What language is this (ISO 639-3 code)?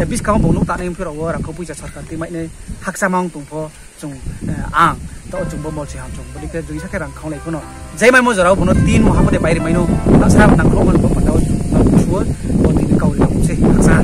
ria